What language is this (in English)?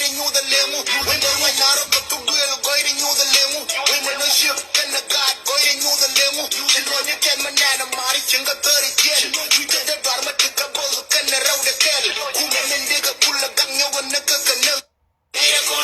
Nuer